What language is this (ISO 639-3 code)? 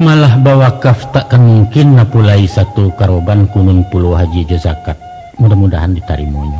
min